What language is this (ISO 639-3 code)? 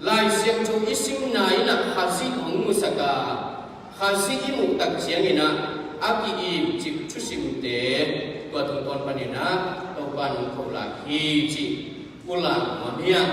ctd